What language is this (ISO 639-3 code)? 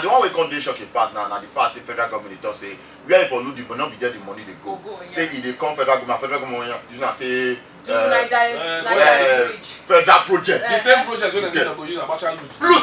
pcm